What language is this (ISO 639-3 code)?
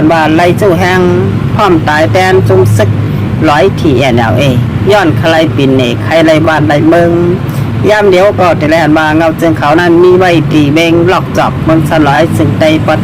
shn